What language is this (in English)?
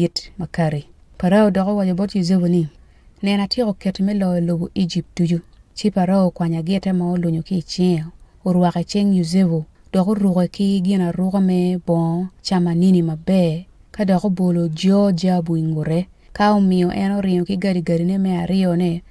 Acoli